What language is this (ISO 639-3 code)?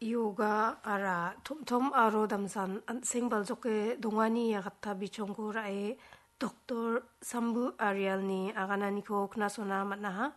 grt